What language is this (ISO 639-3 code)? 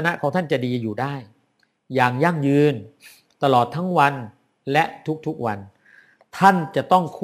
tha